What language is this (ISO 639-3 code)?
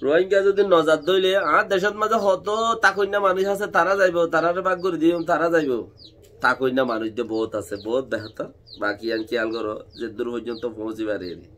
rhg